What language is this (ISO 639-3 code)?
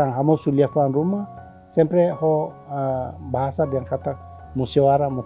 tet